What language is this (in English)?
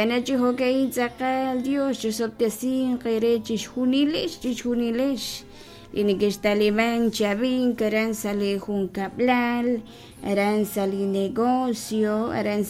Kekchí